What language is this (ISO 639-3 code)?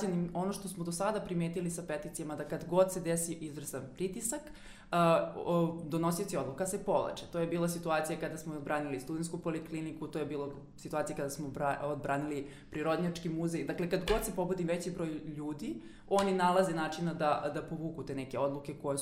srp